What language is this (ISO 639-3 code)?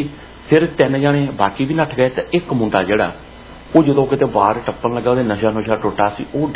pan